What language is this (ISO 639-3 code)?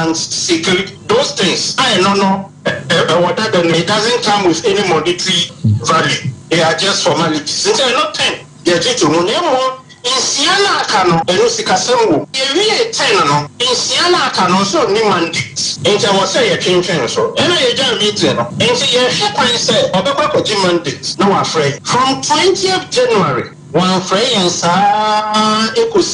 aka